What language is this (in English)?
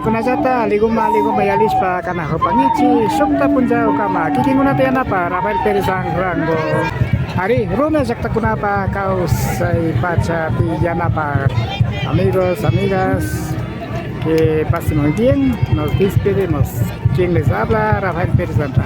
Imbabura Highland Quichua